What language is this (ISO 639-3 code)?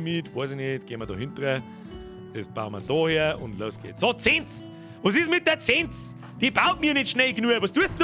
bar